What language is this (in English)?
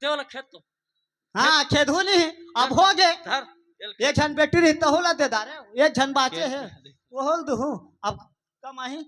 Chhattisgarhi